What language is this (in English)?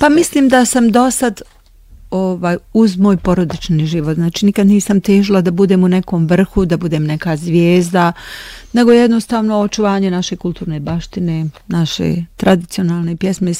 Bosnian